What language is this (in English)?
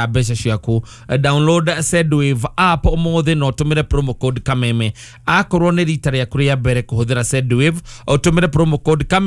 Kikuyu